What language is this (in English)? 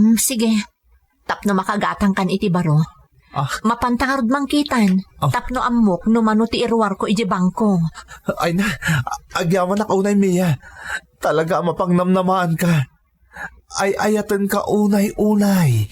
Iloko